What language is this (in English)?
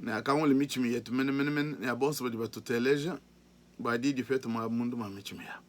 Luba-Lulua